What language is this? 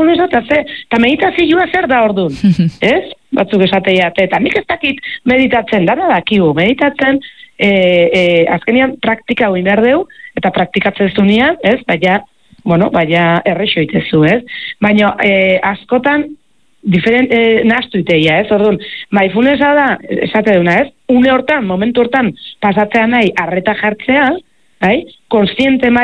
Basque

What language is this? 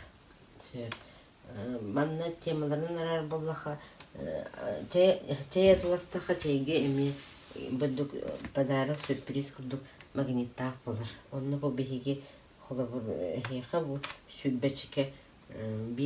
Yakut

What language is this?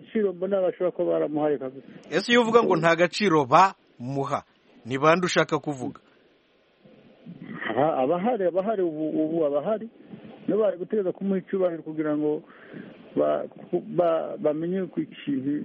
Kinyarwanda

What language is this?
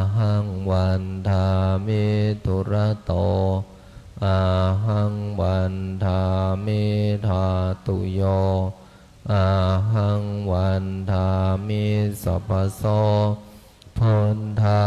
Pali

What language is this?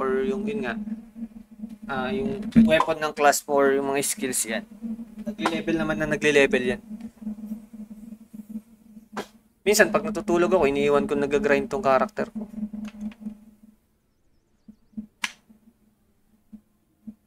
Filipino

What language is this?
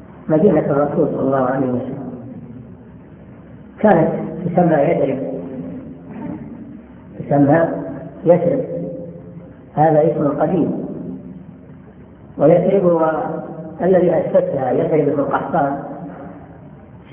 Arabic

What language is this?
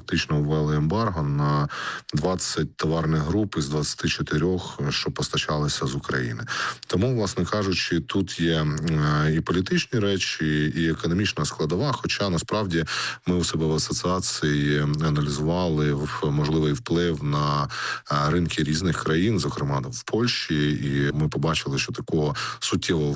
Ukrainian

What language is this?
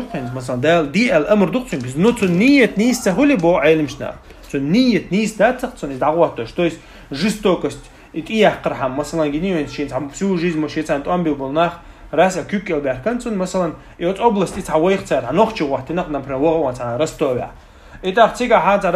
Chechen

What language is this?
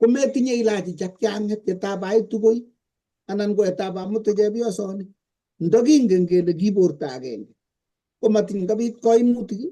Kalenjin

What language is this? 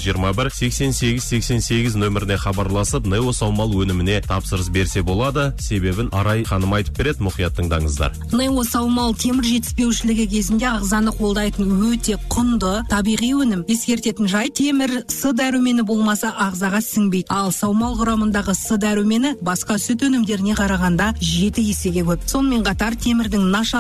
Kazakh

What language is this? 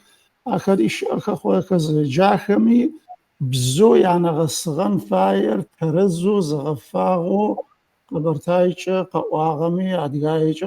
Adyghe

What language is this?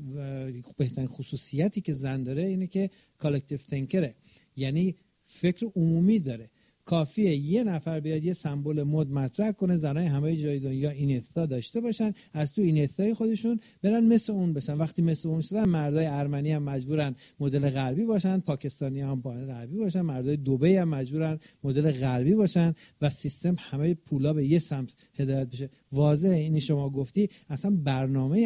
Persian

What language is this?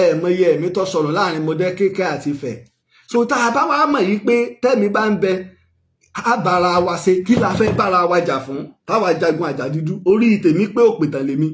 Yoruba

